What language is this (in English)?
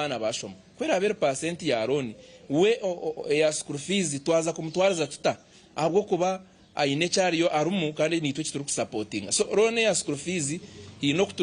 Nyankole